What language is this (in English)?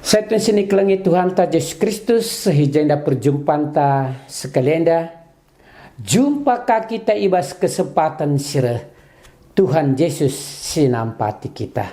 Batak Karo